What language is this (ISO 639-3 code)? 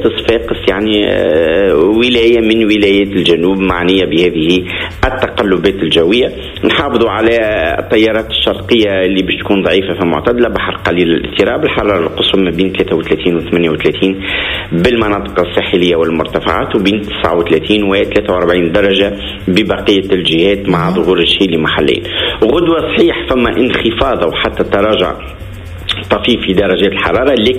aeb